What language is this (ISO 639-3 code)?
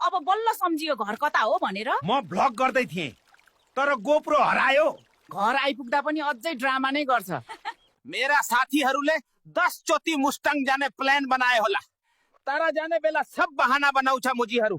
nep